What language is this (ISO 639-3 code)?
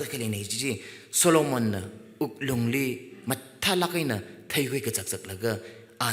nmf